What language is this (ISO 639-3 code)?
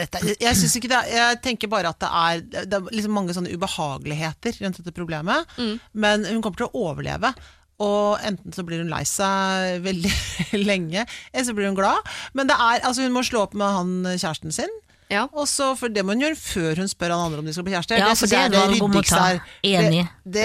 nor